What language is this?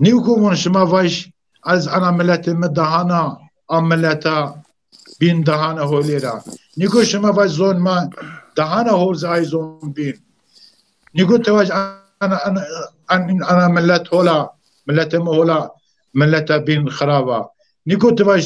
Zaza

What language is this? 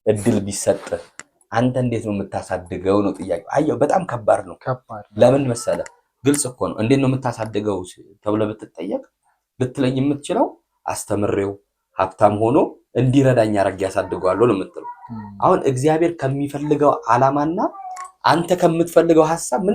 Amharic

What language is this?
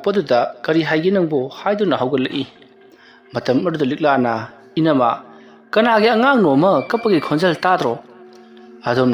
Manipuri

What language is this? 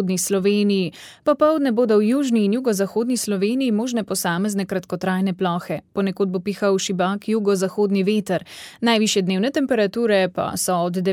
Slovenian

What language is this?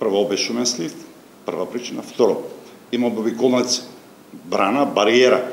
Macedonian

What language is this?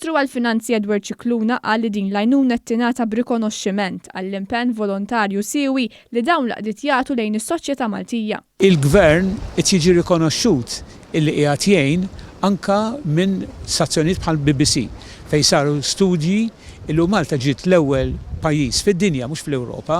Maltese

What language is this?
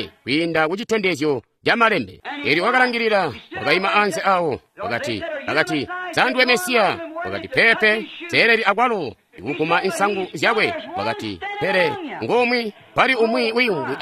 Tonga (Zambia)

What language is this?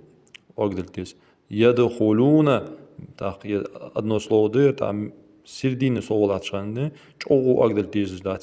Ingush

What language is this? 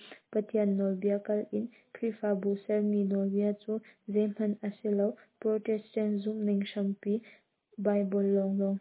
Hakha Chin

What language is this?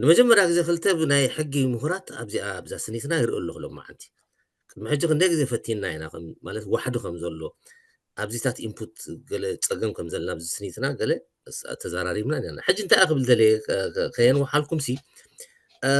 Tigrinya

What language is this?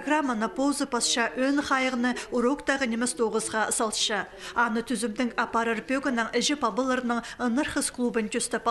Khakas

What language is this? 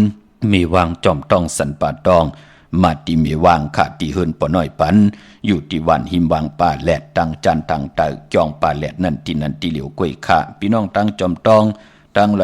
Shan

